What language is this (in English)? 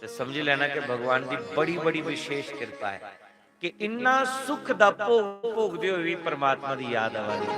Dogri